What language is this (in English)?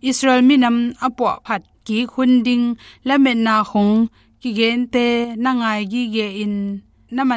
Tedim Chin